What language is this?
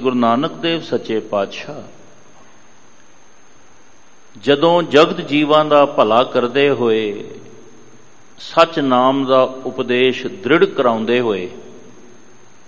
Punjabi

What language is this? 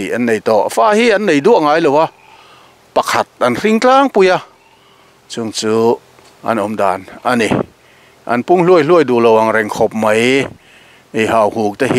Mizo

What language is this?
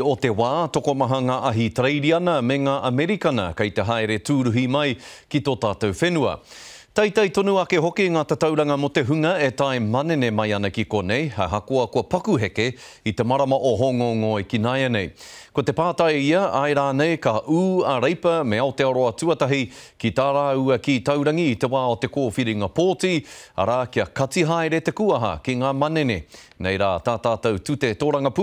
Māori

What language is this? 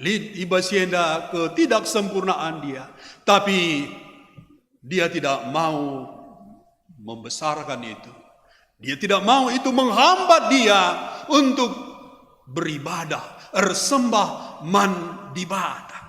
Batak Karo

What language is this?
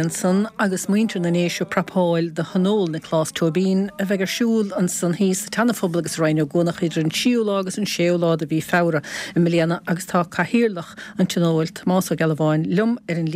Irish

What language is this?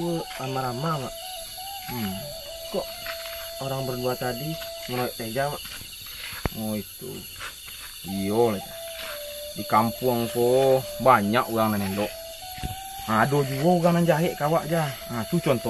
Minangkabau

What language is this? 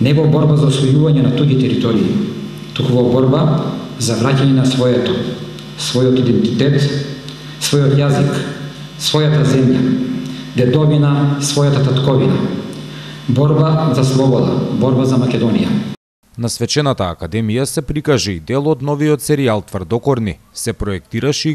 Macedonian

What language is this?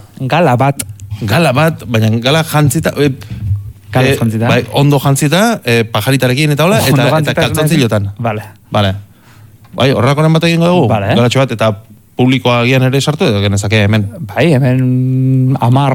Basque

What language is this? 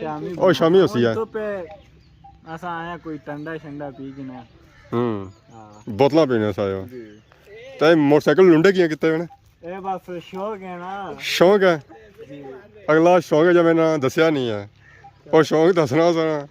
Pahari-Potwari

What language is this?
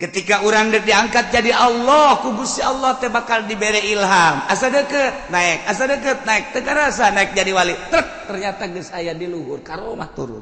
Sundanese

